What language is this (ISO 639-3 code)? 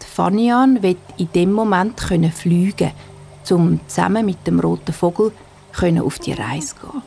gsw